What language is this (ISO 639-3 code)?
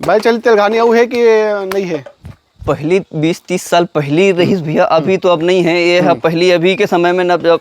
hne